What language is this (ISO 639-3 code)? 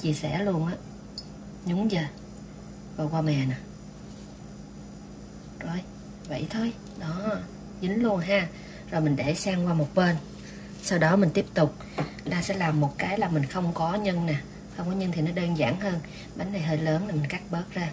vie